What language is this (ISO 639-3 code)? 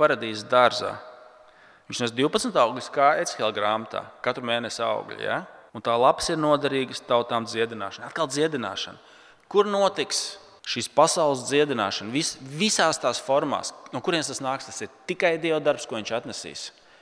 lav